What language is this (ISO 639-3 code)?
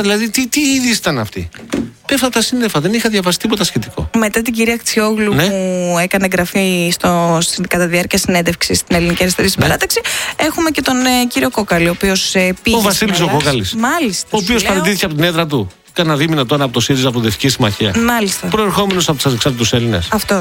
ell